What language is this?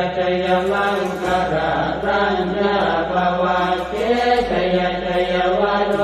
Pali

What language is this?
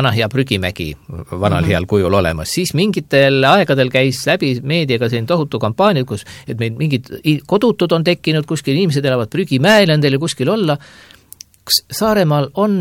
Estonian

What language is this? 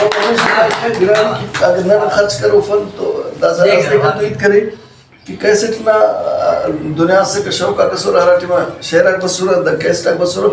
Brahui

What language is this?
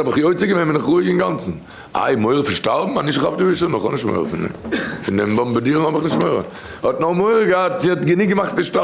Yiddish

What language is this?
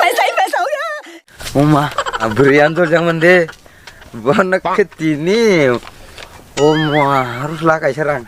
Kok Borok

